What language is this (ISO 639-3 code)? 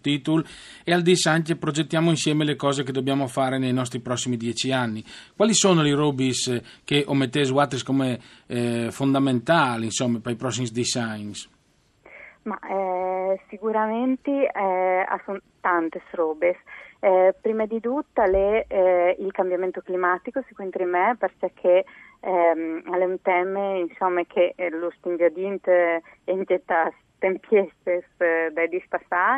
fur